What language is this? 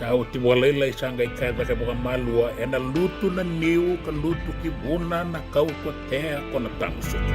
Fijian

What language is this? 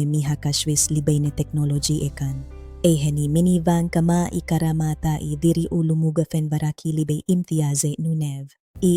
Divehi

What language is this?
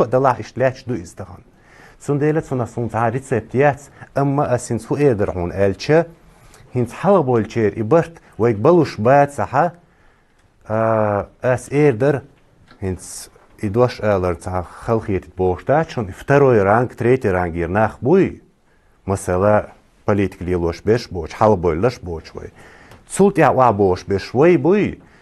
Chechen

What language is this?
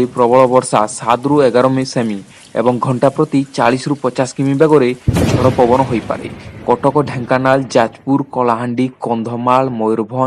Odia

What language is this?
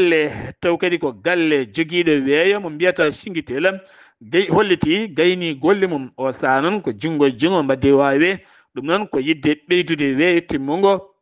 Fula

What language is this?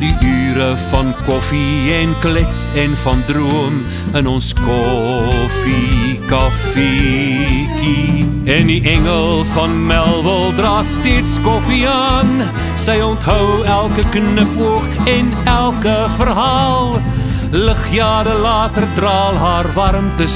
Afrikaans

